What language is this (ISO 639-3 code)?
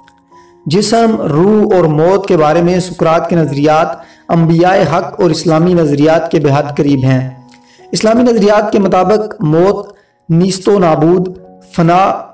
urd